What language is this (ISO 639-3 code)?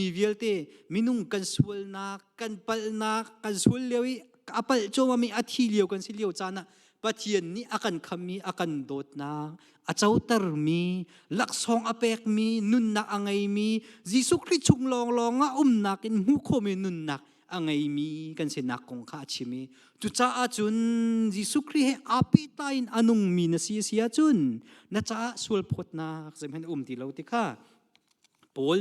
cnh